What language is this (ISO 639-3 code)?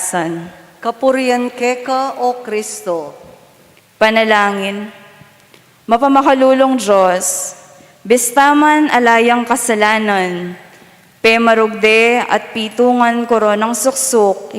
pam